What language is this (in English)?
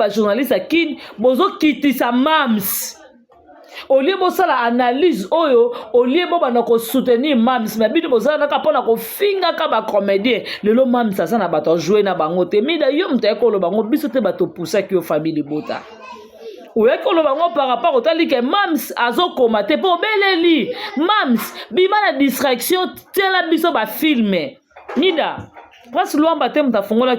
Lingala